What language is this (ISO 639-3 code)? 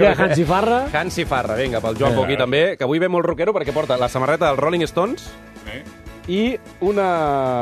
cat